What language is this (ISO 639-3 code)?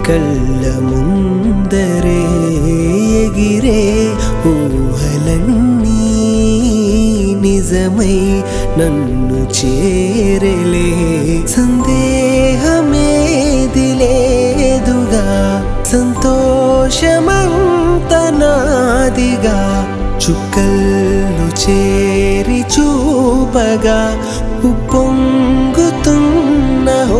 tel